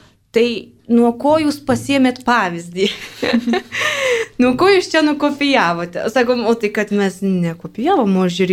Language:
Lithuanian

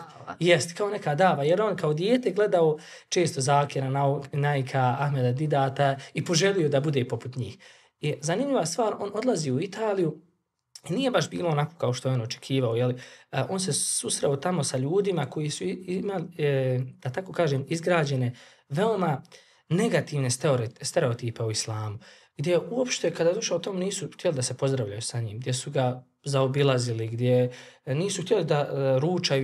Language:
Bosnian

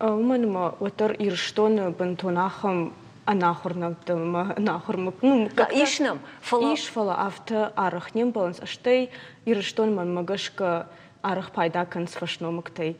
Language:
Ossetic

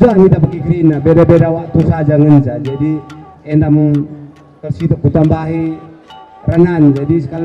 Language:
Batak Karo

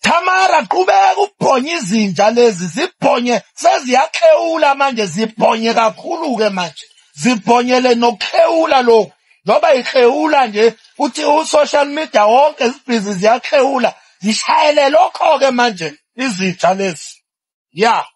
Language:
Zulu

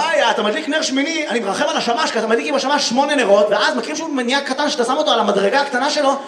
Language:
Hebrew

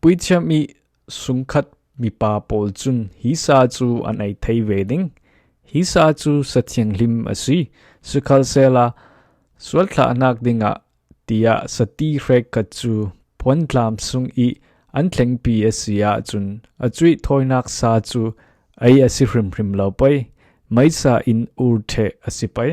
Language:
Falam Chin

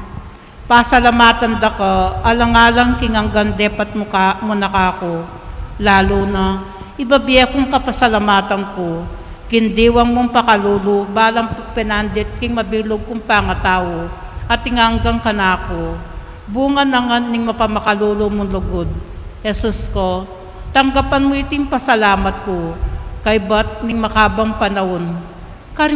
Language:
Pampanga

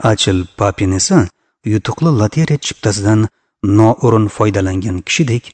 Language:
Uzbek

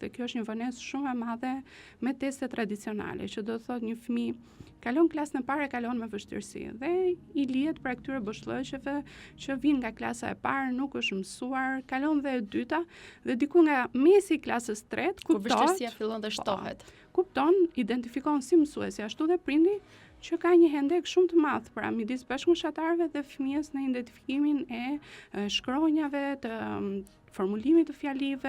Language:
Albanian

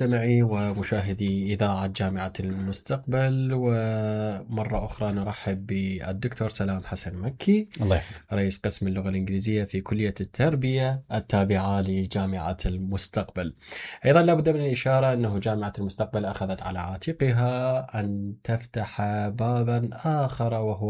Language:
Mesopotamian Arabic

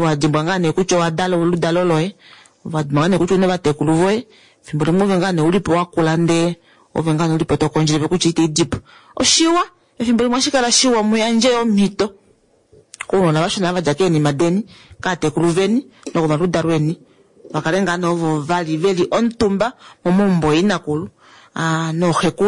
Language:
Kuanyama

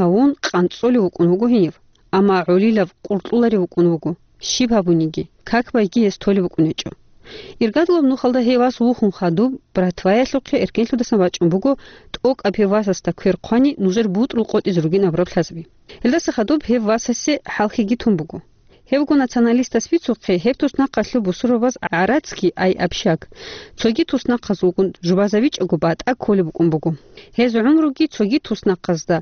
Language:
Avaric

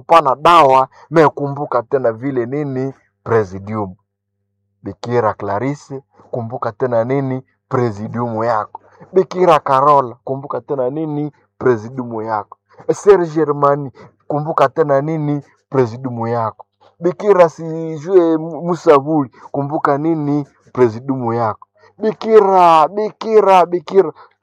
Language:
Swahili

